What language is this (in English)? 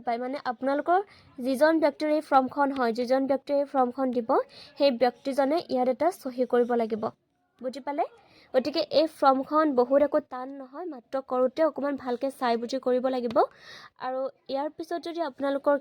Assamese